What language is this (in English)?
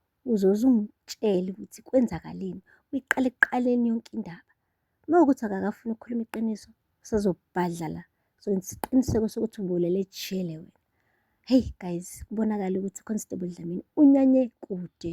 Zulu